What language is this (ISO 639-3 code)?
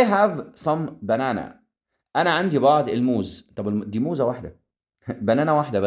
arz